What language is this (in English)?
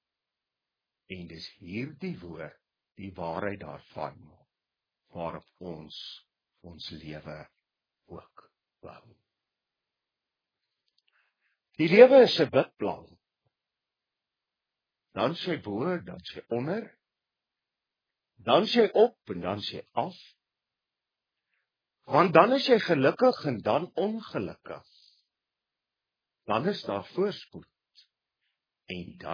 Afrikaans